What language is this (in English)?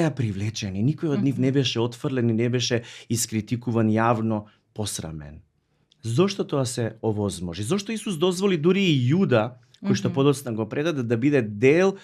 Macedonian